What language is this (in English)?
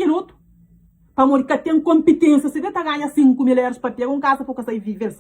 Kabuverdianu